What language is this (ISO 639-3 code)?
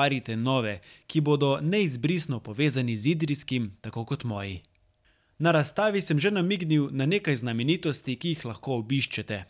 slv